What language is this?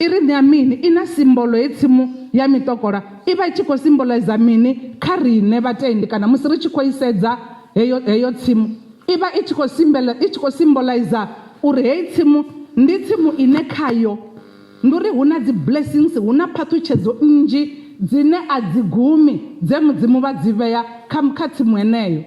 Venda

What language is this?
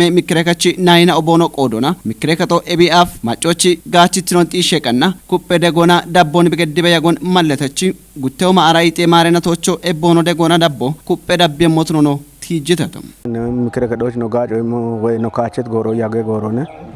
Kafa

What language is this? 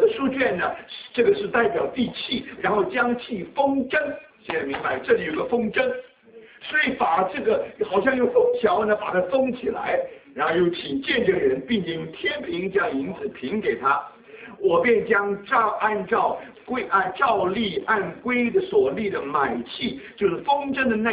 Chinese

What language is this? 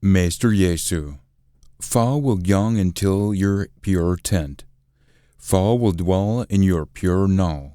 Scots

